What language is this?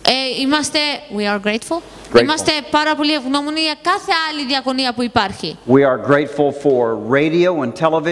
Greek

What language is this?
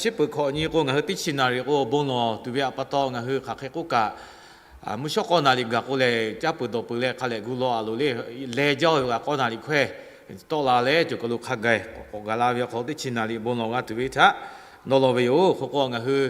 Lahu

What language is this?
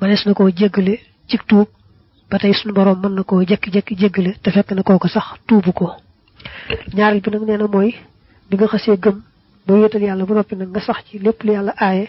Wolof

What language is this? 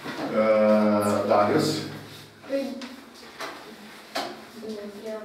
Romanian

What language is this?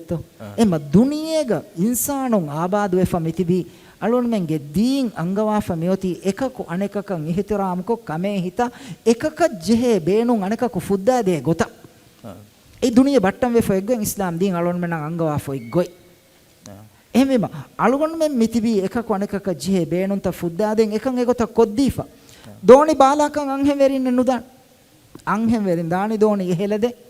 Divehi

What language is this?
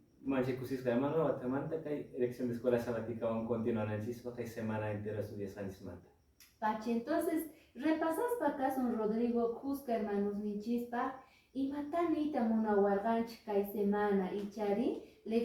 Quechua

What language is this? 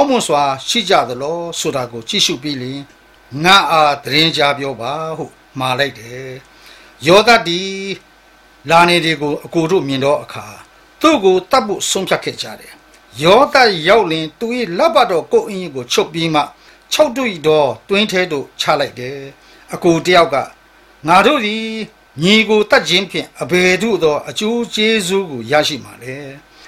Burmese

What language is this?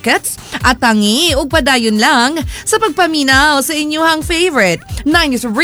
Cebuano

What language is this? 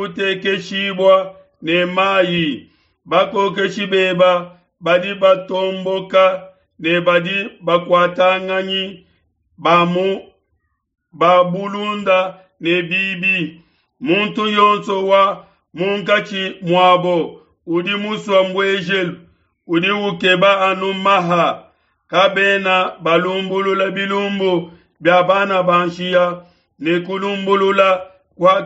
Luba-Lulua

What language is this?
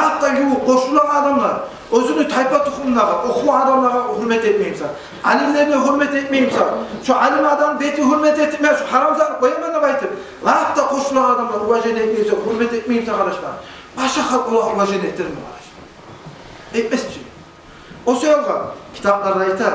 Kumyk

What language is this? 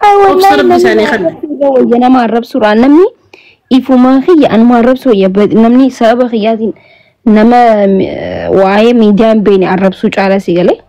Oromo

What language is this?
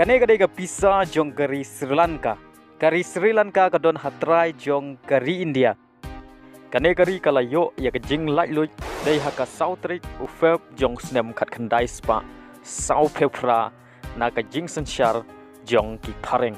Khasi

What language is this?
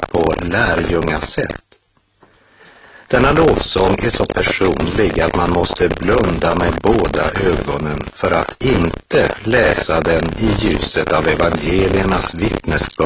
Swedish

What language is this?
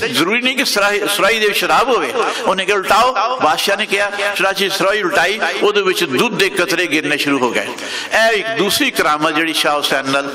Western Panjabi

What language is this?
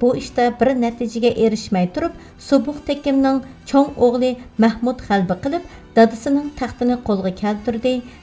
Uyghur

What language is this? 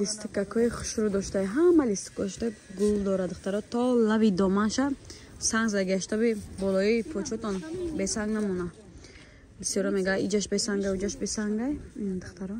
Tajik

